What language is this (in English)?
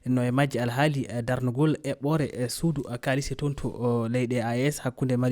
Fula